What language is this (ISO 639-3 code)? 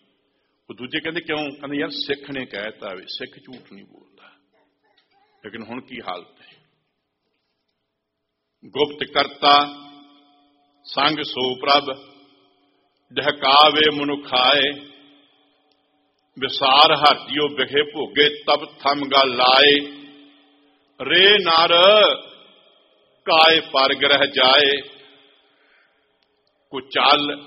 pan